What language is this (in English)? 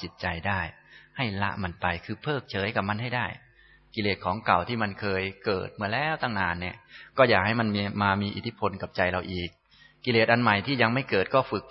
Thai